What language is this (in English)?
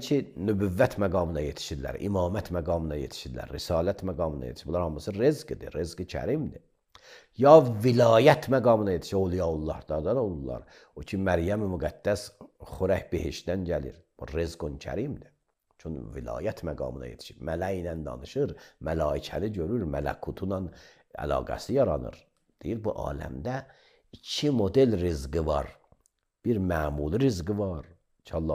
Azerbaijani